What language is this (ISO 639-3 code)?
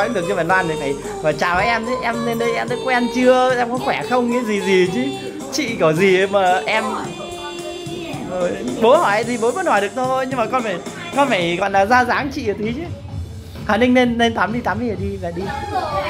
vie